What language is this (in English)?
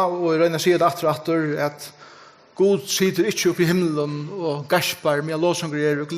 Faroese